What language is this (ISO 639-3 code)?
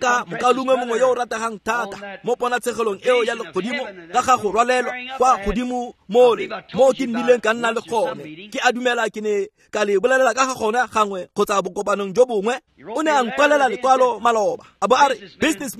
tsn